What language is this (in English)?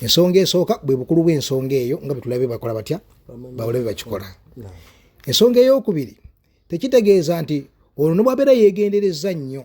Ganda